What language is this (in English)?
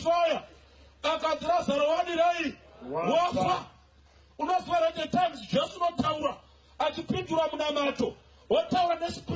Shona